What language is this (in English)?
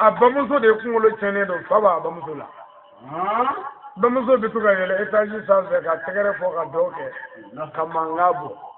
Bambara